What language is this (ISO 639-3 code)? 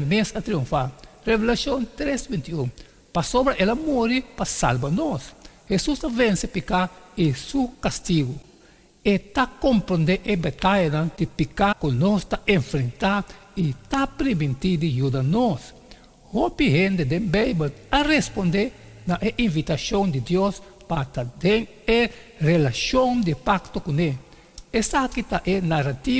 pap